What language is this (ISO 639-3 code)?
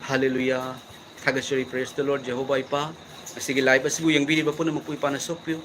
mni